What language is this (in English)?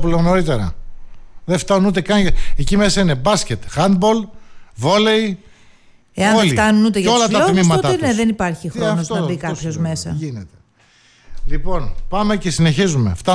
Greek